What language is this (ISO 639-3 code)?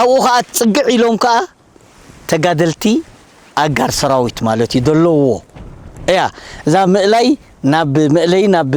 tir